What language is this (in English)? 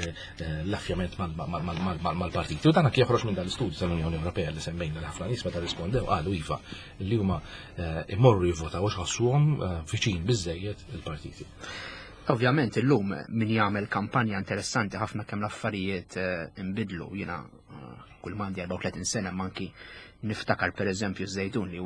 Maltese